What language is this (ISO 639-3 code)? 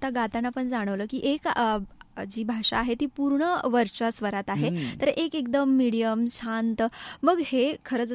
mar